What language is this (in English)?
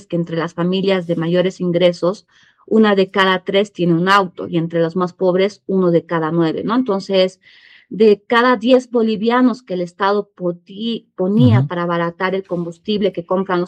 Spanish